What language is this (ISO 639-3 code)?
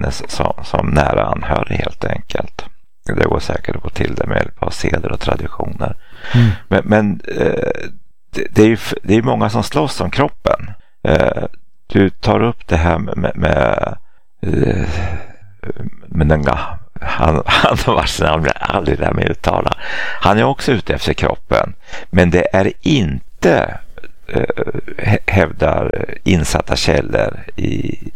swe